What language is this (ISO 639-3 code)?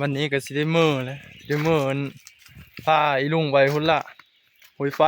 tts